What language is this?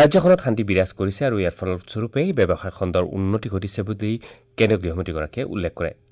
Assamese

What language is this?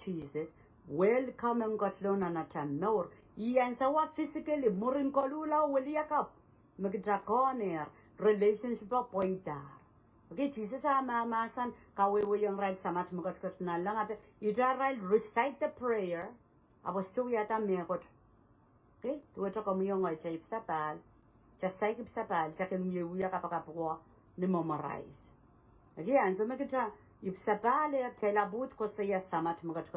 Pohnpeian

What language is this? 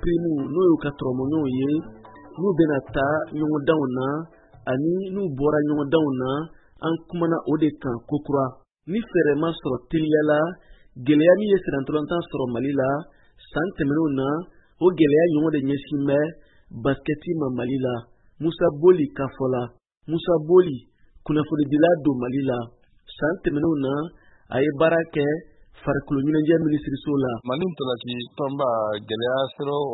Bambara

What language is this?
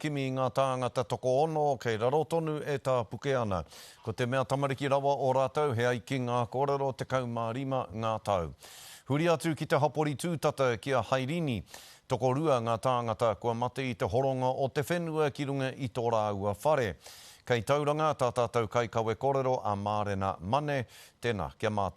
Māori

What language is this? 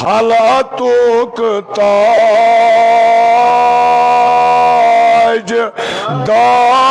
Kashmiri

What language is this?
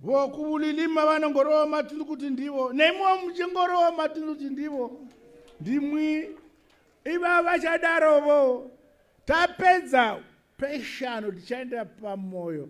Shona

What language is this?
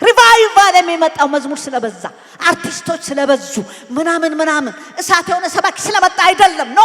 Amharic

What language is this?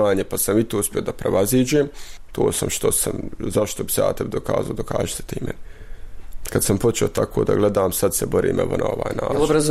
Bosnian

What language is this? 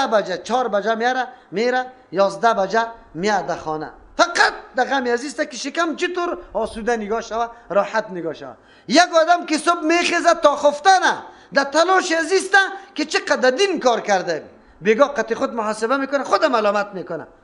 Persian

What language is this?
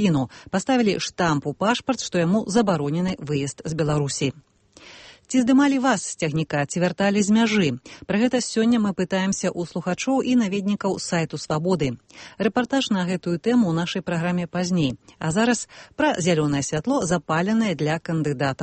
Belarusian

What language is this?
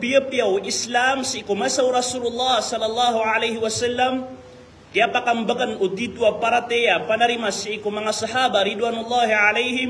Maranao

